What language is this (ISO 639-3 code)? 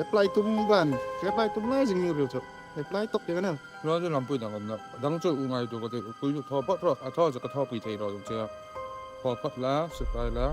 hmr